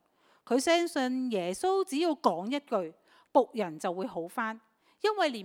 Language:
Cantonese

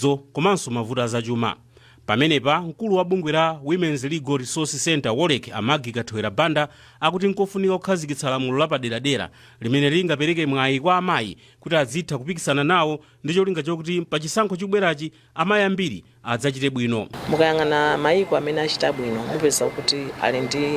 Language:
Nyanja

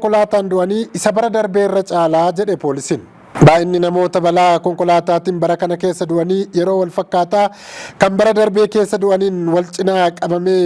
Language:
Oromo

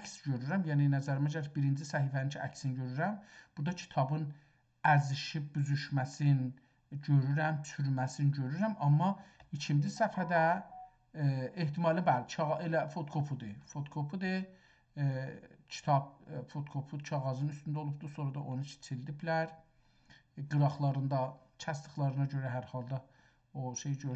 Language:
South Azerbaijani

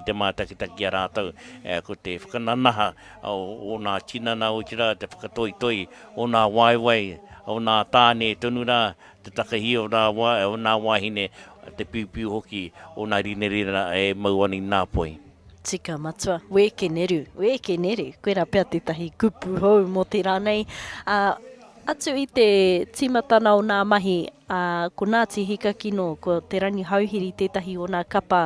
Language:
Māori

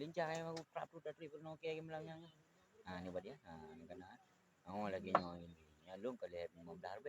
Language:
Achinese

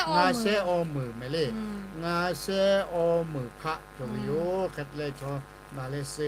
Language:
Lahu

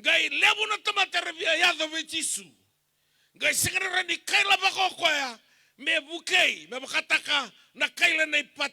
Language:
Fijian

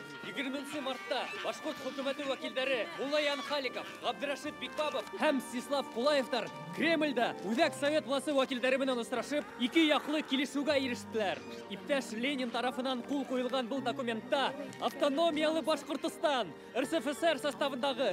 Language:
Bashkir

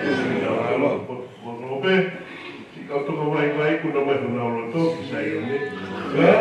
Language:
Tongan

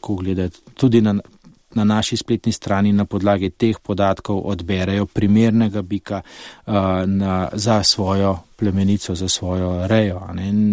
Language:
Slovenian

